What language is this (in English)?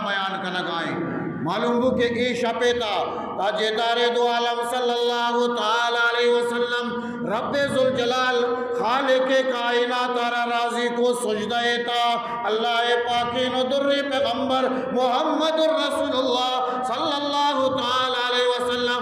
Eastern Balochi